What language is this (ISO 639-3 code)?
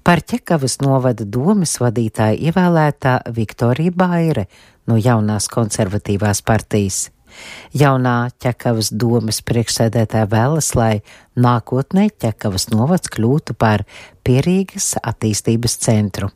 lav